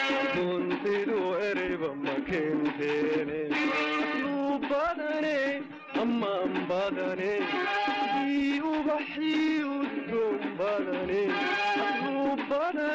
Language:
Somali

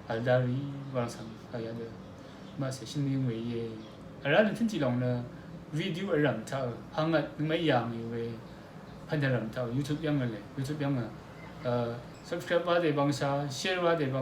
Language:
Rawang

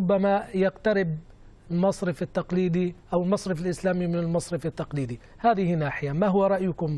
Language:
Arabic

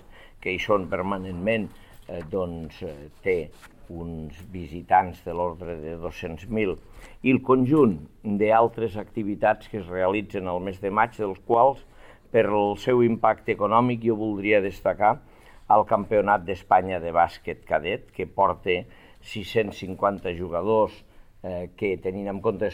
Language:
Catalan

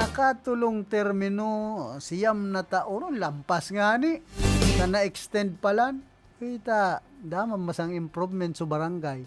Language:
Bikol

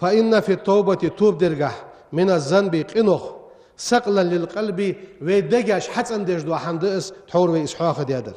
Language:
Ingush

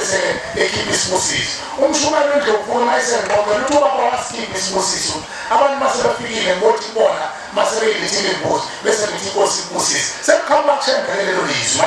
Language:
Zulu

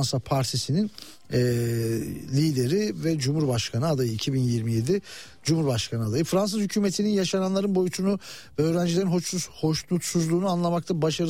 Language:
Turkish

